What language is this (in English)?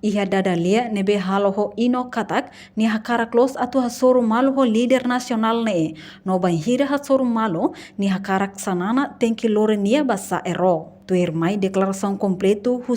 Tetum